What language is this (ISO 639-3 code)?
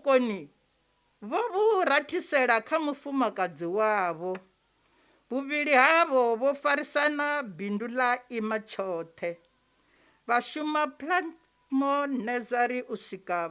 ven